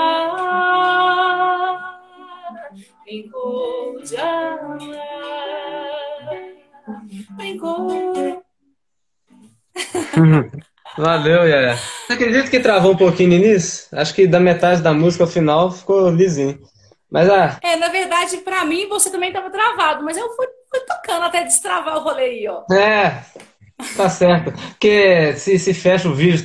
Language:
Portuguese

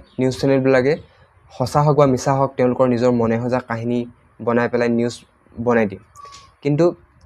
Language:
Assamese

